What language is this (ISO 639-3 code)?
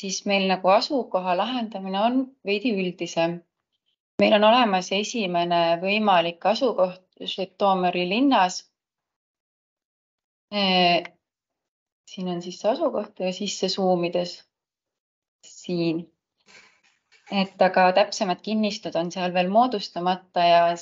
est